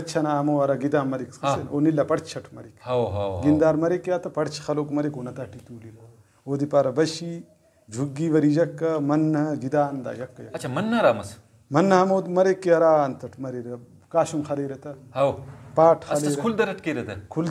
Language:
Brahui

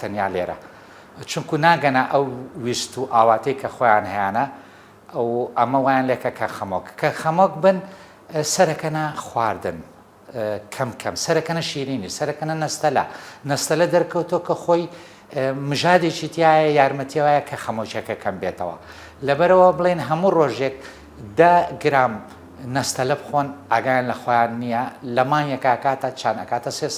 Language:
Central Kurdish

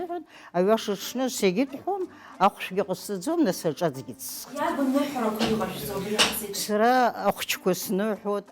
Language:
Abkhazian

